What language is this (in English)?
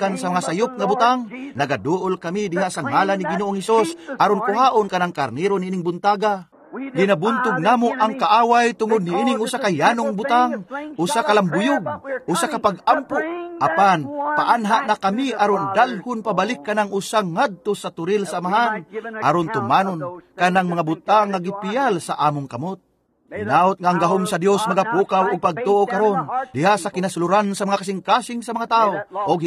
Cebuano